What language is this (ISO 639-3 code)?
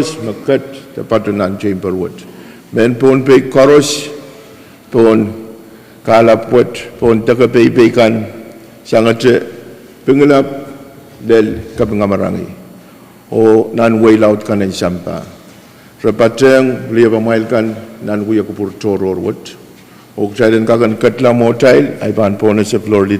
pon